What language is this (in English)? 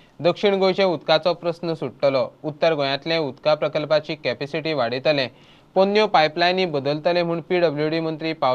Konkani